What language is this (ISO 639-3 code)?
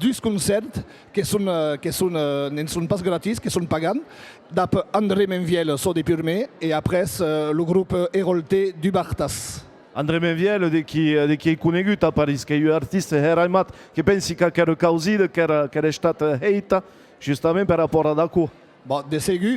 oci